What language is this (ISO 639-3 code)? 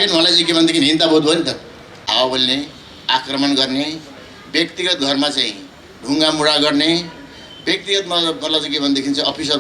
nep